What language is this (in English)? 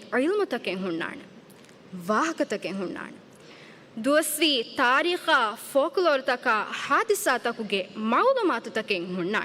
Divehi